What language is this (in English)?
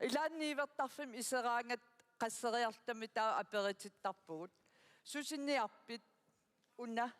Kalaallisut